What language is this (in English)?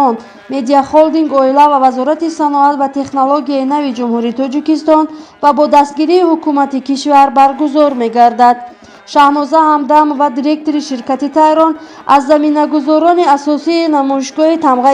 Tajik